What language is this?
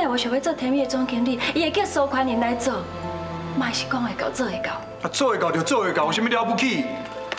Min Nan Chinese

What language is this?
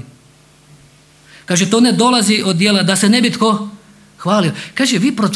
Croatian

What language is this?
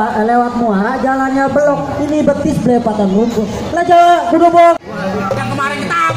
Betawi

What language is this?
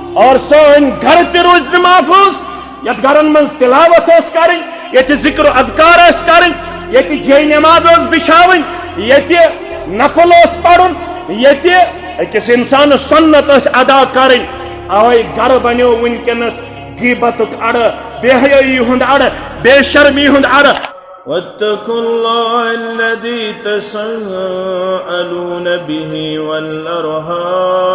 Kashmiri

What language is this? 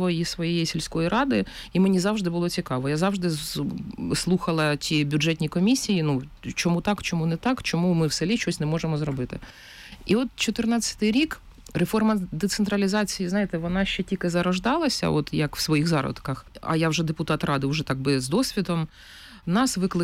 Ukrainian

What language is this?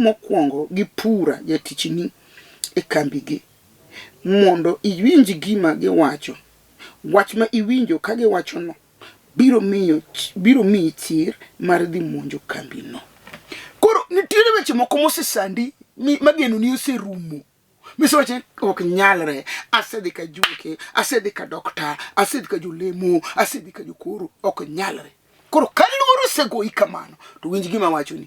Luo (Kenya and Tanzania)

